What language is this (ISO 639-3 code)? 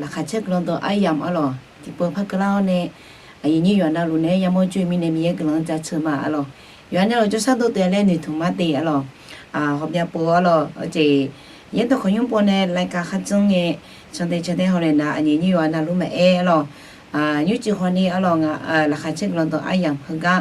ahk